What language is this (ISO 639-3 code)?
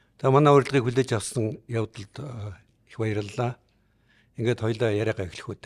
mon